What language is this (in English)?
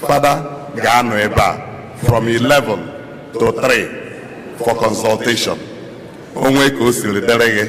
Igbo